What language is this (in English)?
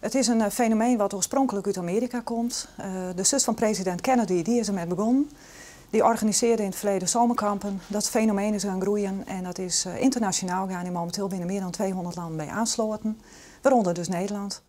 Western Frisian